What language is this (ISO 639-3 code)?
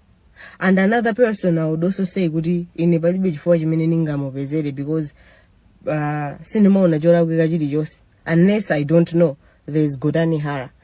nya